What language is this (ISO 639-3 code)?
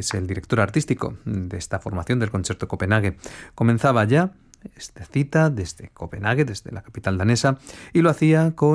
spa